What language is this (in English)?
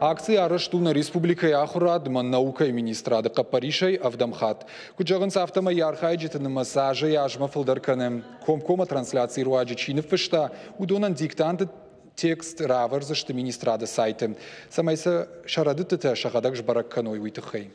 Ossetic